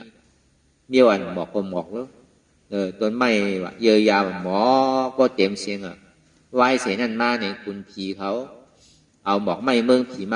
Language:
Shan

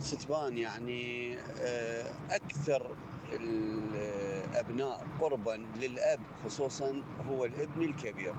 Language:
Mesopotamian Arabic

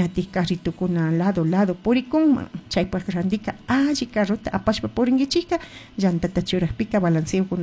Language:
Chimborazo Highland Quichua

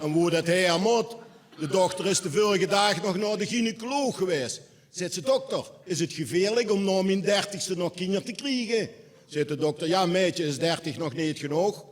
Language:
Limburgish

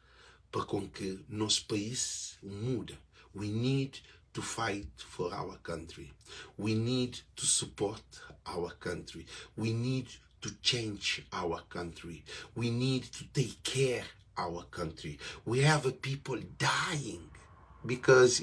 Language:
Kabuverdianu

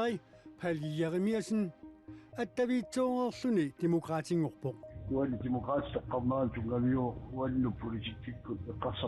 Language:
Kalaallisut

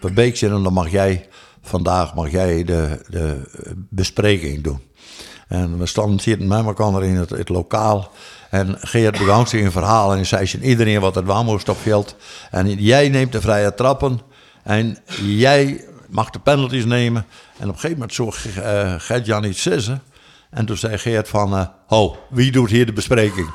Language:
Western Frisian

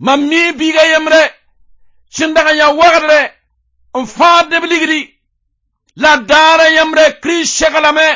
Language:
Mossi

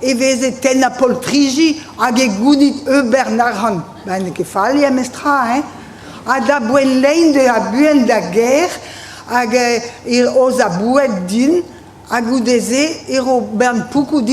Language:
Breton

